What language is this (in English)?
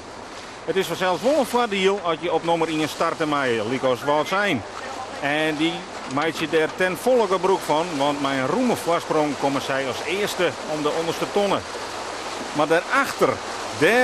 Western Frisian